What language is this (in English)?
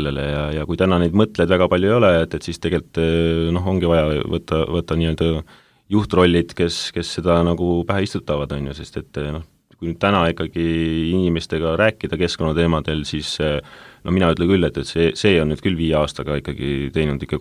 Estonian